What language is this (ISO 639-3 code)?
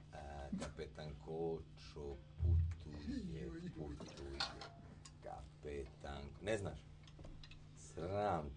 bos